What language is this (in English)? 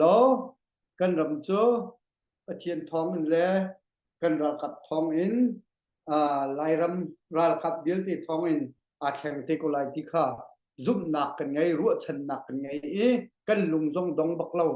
Hakha Chin